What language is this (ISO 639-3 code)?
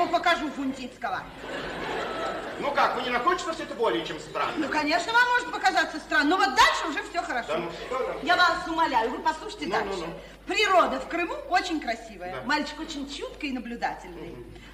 rus